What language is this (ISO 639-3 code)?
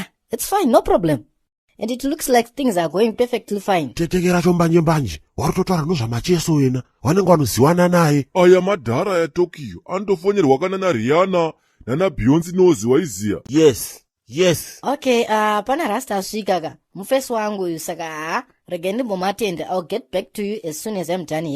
sna